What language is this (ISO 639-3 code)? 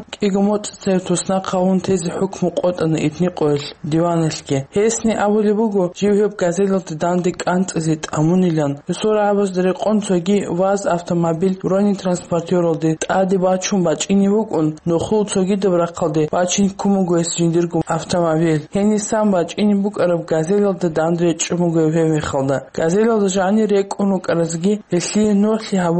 ava